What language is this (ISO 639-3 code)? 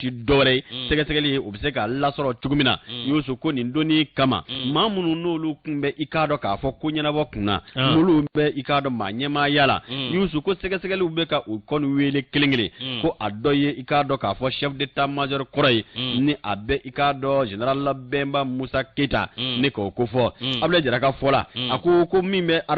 bam